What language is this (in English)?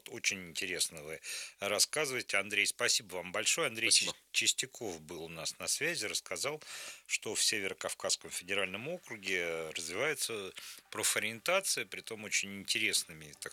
Russian